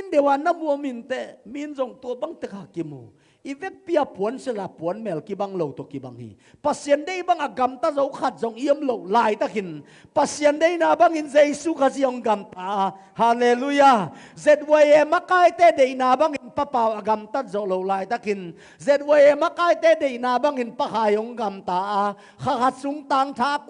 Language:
Tedim Chin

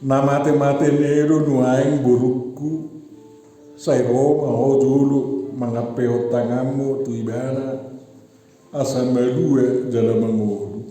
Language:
Batak Toba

